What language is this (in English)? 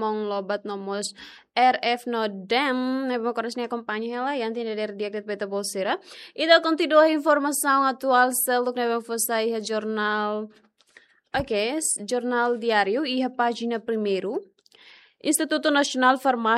Tetum